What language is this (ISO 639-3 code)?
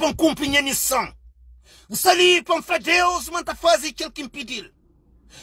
kea